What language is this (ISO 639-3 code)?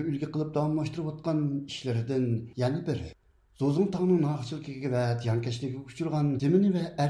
uig